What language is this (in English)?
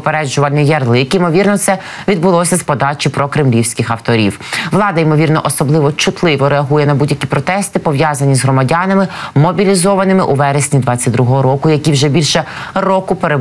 Ukrainian